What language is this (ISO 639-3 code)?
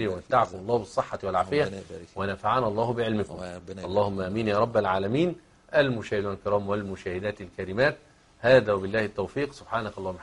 ara